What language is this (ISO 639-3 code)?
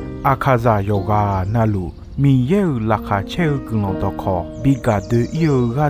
ahk